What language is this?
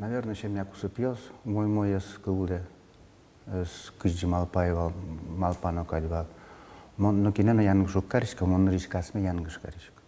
Udmurt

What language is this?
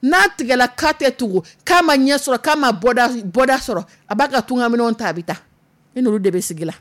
Dyula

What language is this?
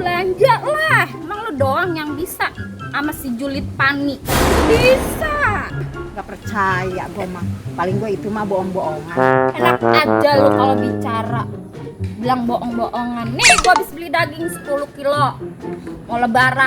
Betawi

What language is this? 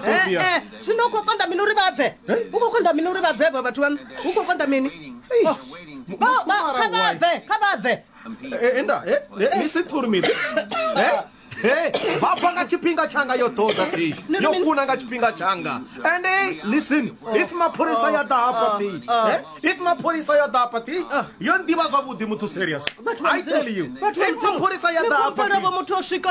Venda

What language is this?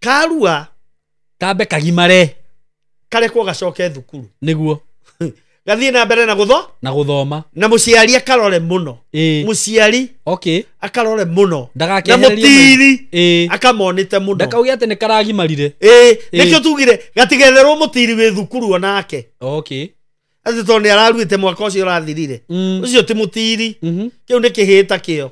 Kikuyu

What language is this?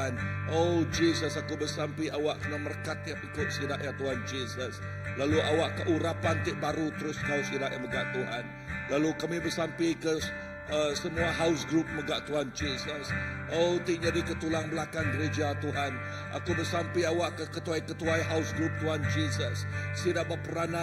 Iban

